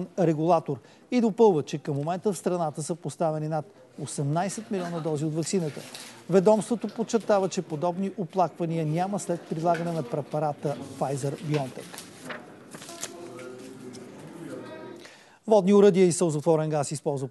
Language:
Bulgarian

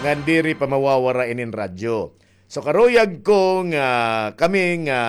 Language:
Waray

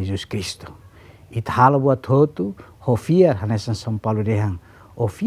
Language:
Tetum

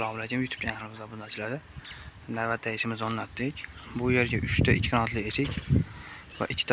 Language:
Uzbek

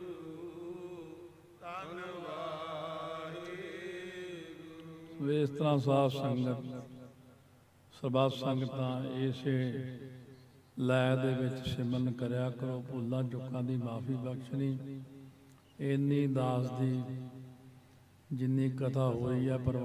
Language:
Punjabi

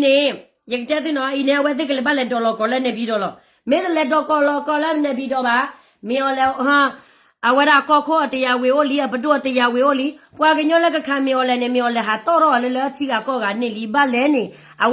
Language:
S'gaw Karen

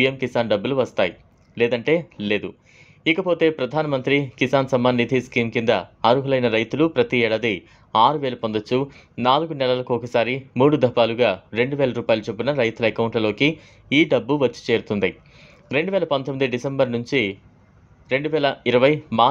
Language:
Telugu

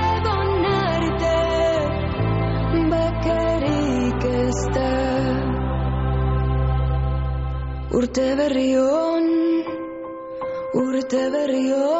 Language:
Basque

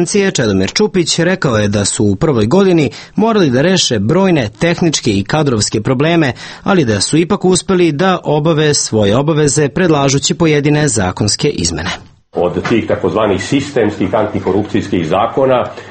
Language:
Serbian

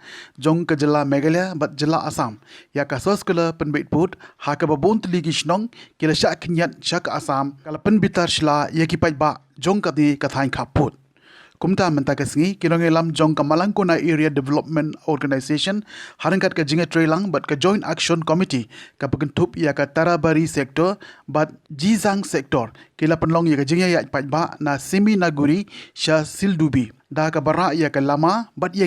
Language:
Khasi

